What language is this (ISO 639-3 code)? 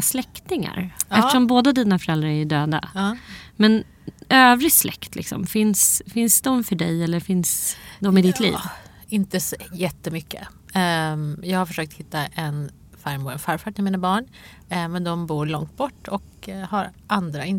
swe